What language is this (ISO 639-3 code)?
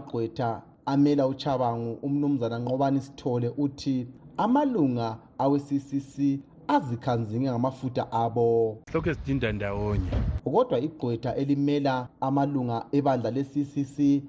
nde